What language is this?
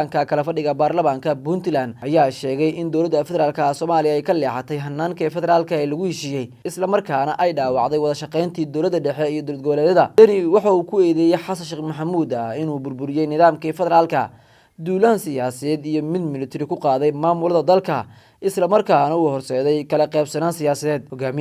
Somali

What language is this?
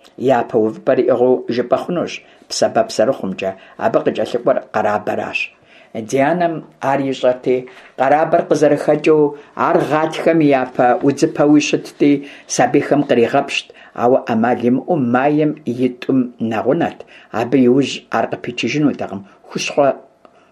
Kabardian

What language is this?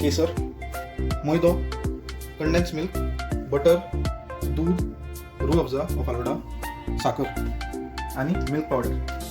Konkani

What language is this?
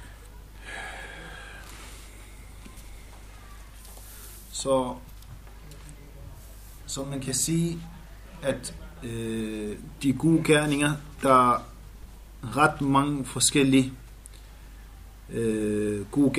Danish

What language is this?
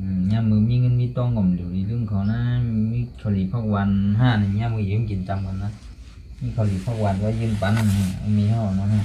Shan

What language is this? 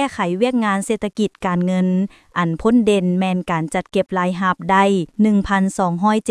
Lao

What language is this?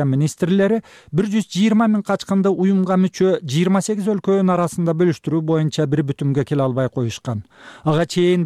Kyrgyz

